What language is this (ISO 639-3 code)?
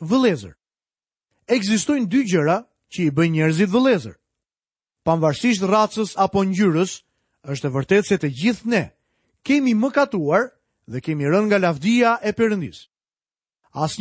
sqi